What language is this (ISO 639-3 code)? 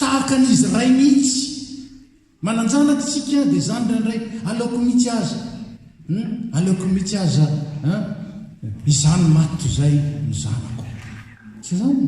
mlg